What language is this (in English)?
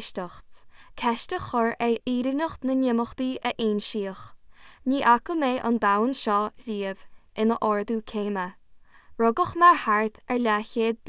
Irish